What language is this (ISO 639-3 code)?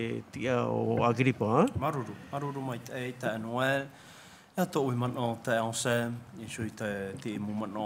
tah